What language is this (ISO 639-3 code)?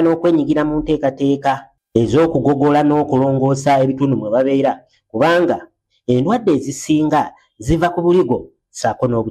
lug